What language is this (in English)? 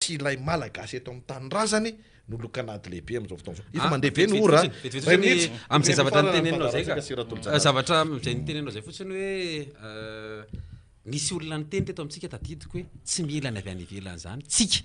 Malagasy